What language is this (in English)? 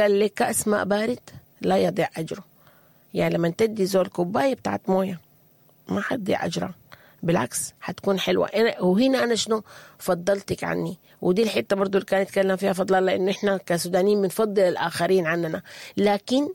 Sudanese Arabic